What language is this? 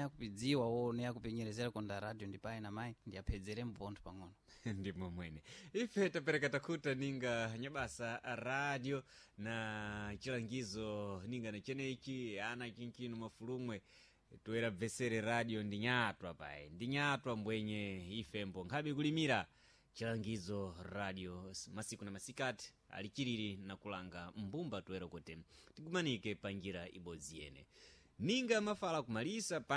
Sena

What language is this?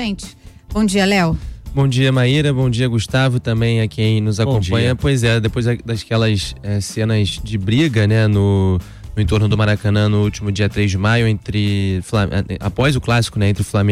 Portuguese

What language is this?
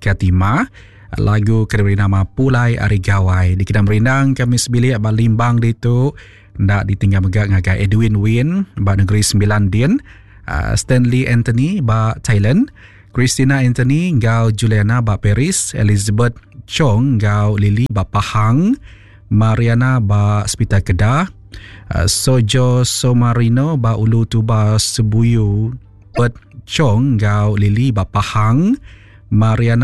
Iban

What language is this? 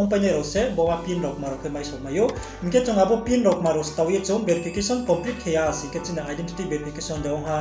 Riang (India)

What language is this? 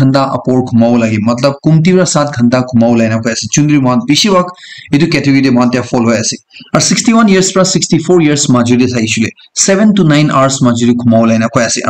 Naga Pidgin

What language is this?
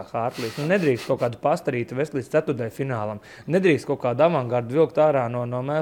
Latvian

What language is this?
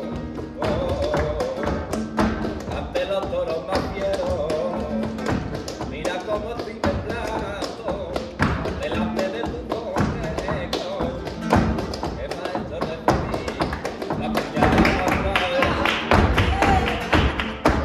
Spanish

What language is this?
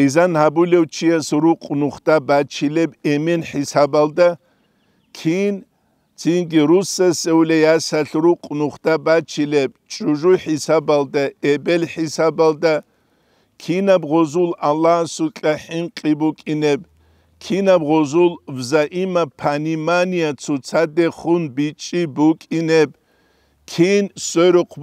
Avaric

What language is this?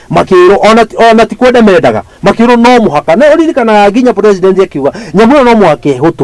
Kikuyu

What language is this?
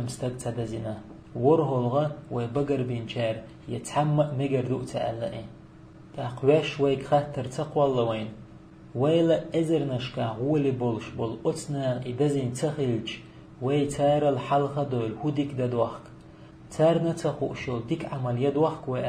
Chechen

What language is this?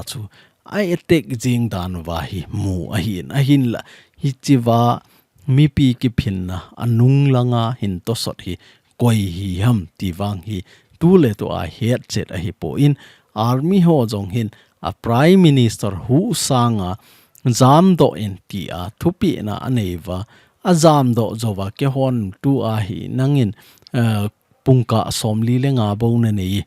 Thado Chin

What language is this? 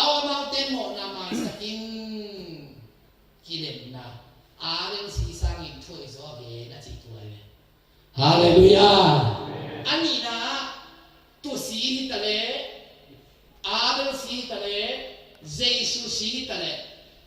Tedim Chin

